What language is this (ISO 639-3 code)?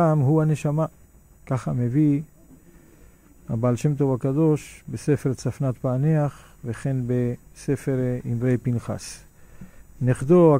heb